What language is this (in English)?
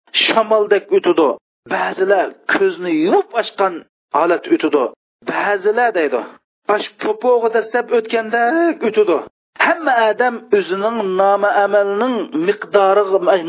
Uyghur